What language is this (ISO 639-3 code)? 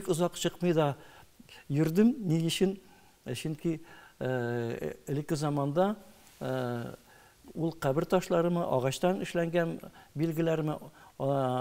tat